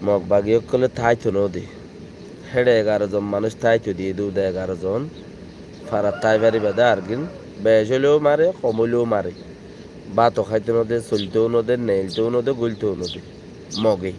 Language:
Rohingya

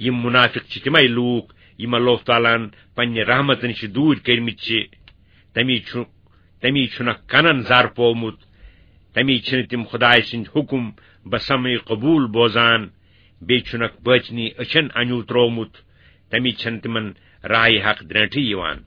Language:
Kashmiri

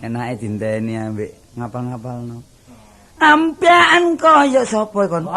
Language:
Javanese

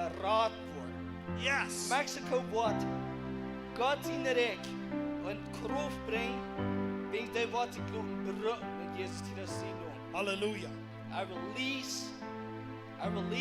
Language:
Plautdietsch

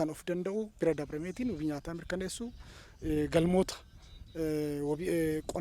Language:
Oromo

